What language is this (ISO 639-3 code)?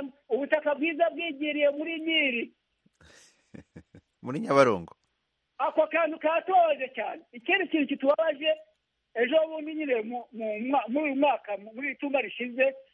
kin